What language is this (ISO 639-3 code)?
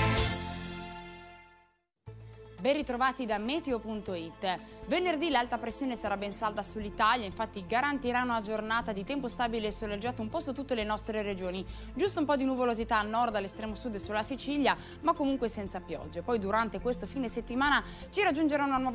ita